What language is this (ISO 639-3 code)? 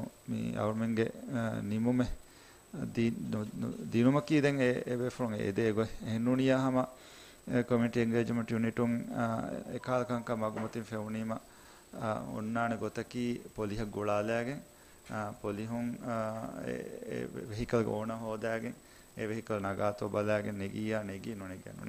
div